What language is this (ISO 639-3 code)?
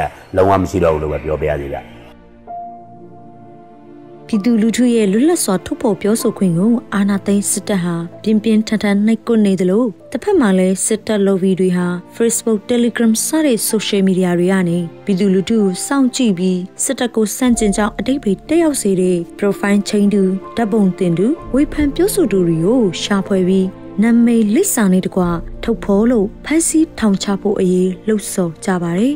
mya